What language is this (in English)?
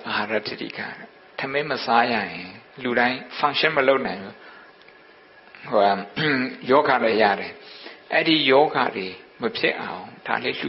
Burmese